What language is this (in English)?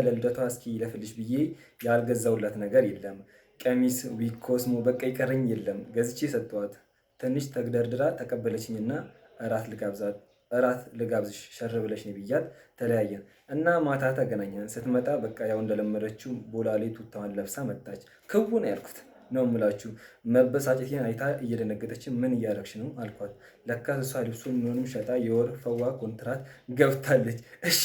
Amharic